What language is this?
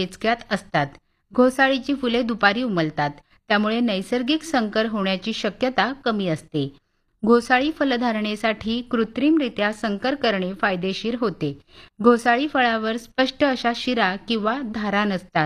Marathi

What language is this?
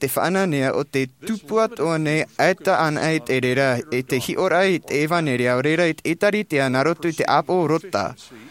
Tahitian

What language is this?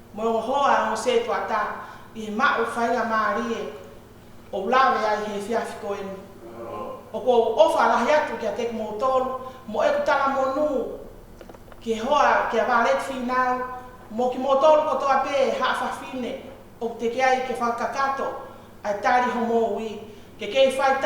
Tongan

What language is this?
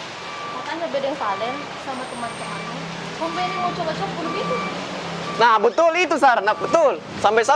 Makassar Malay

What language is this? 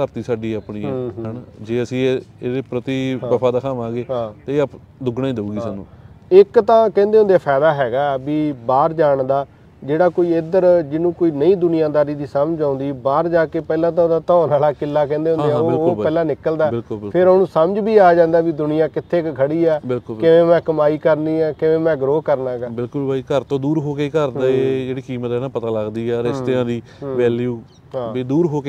Punjabi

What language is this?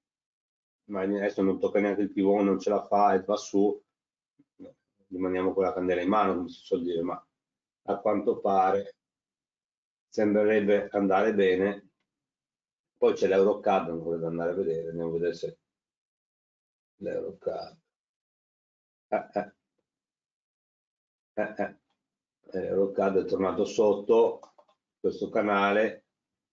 Italian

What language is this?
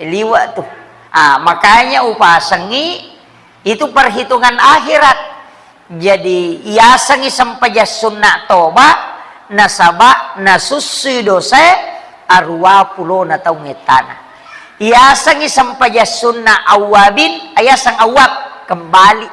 Buginese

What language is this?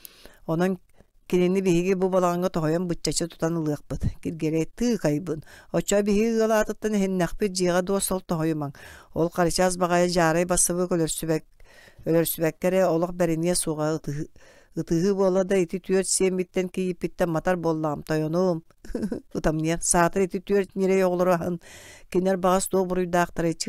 Yakut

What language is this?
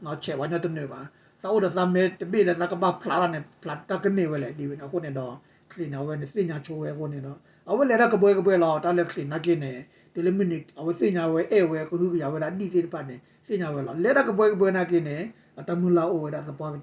S'gaw Karen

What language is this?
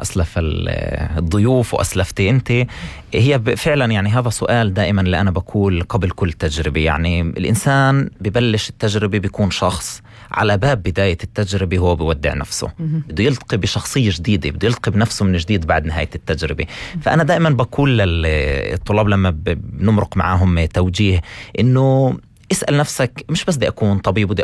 North Levantine Arabic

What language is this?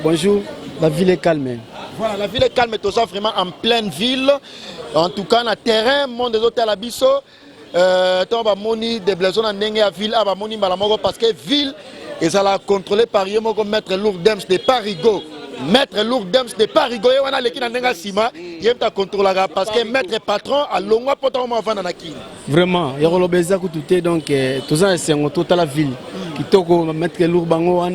Lingala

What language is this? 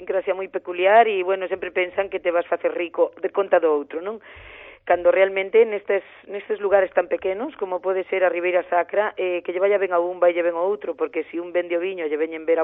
Galician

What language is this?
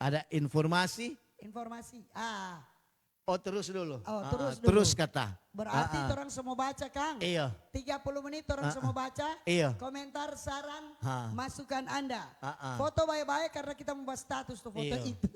Manado Malay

